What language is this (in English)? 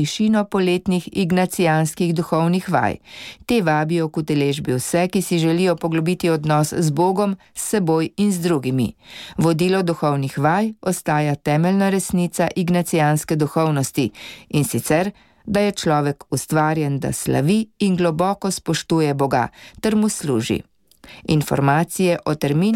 Slovenian